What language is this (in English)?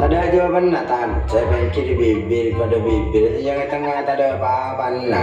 Madurese